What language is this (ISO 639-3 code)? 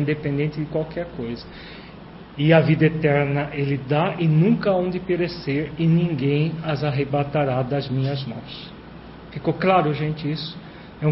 por